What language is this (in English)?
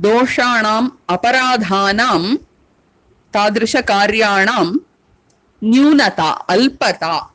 Sanskrit